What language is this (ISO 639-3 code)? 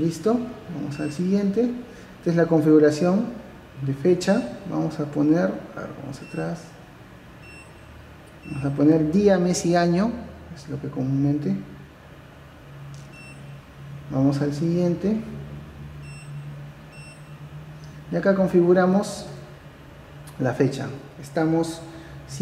spa